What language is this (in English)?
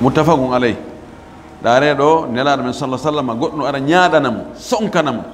Fula